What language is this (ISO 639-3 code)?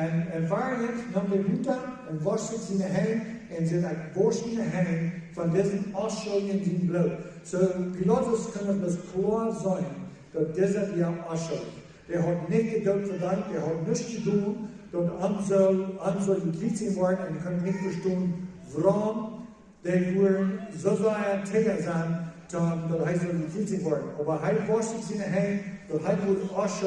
pdt